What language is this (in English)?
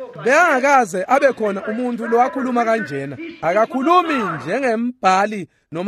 Swati